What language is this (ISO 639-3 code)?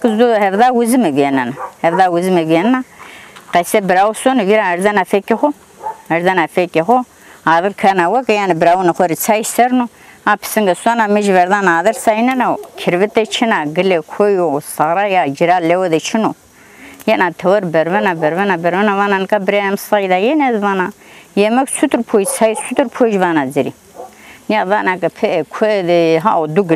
zza